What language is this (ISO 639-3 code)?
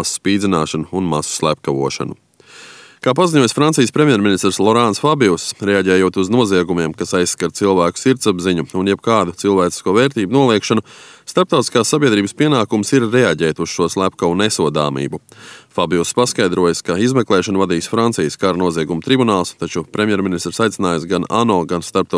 lav